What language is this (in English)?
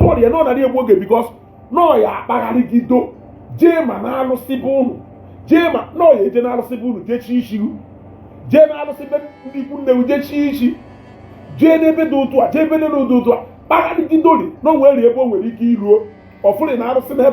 Igbo